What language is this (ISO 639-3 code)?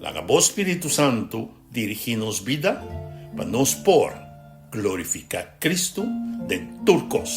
pap